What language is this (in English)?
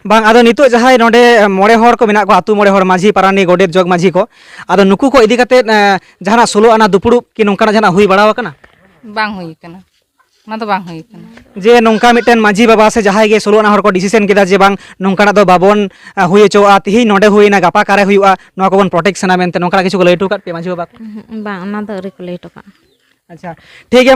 Santali